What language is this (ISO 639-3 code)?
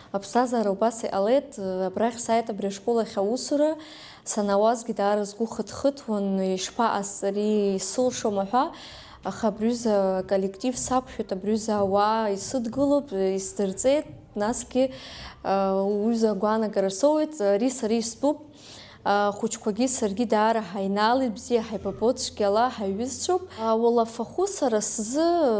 abk